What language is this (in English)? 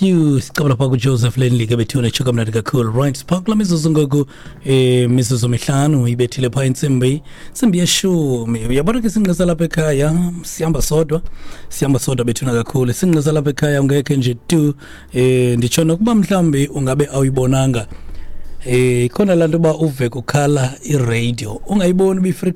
Xhosa